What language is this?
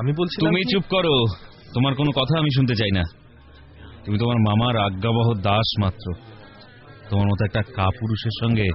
Bangla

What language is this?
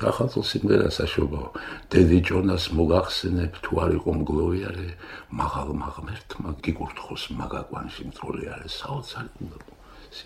Georgian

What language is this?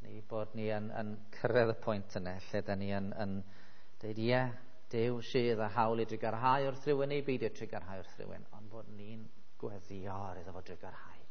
Welsh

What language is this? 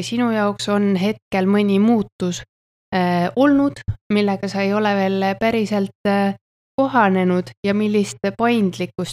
Estonian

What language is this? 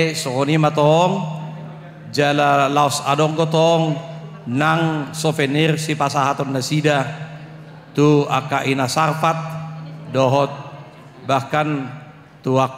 Batak Toba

